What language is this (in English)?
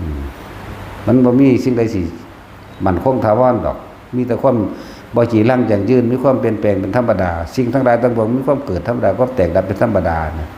Northeastern Thai